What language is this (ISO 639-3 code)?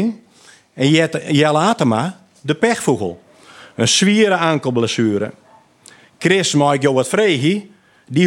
fry